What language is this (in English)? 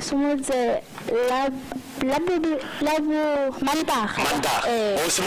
Tswana